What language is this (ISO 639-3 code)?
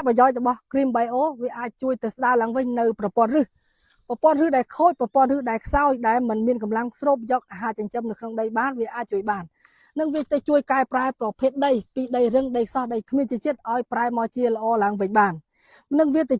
khm